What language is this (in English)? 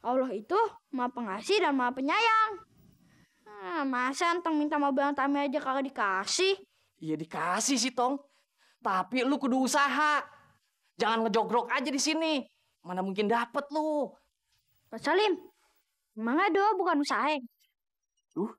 Betawi